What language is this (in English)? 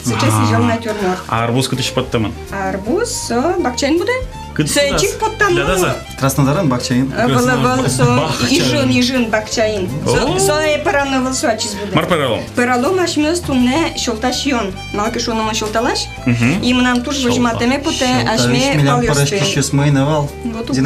Udmurt